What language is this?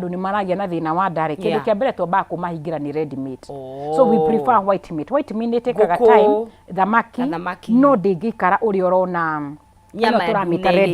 Kikuyu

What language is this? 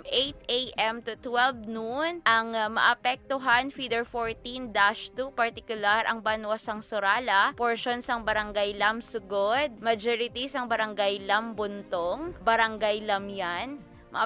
Hiligaynon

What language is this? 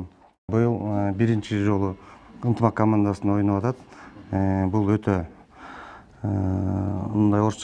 Kyrgyz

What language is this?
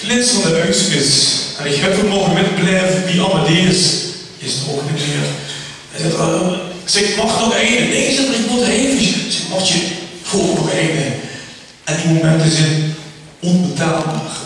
Limburgish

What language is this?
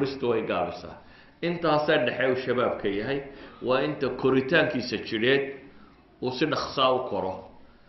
Somali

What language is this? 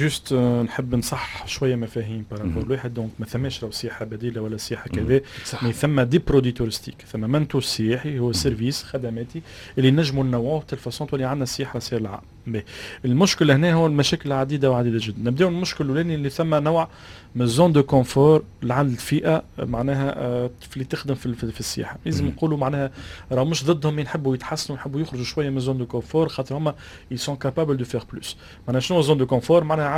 Tunisian Arabic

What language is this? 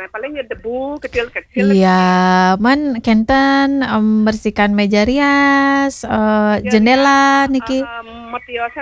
Balinese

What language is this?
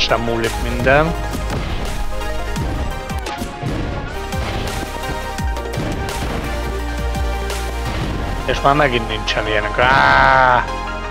Hungarian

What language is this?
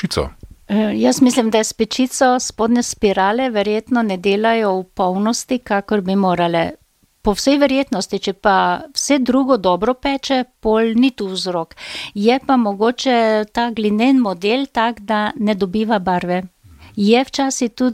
Slovenian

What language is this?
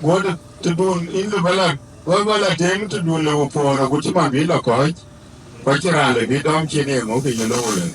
Dinka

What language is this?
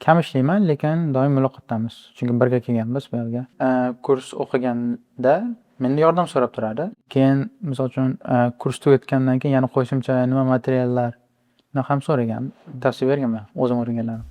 Uzbek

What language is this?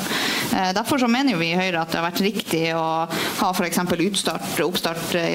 Norwegian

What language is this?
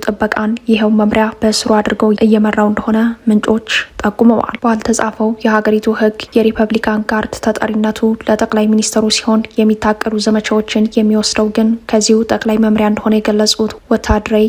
Amharic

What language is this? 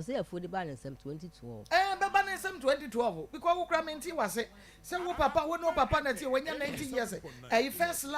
Akan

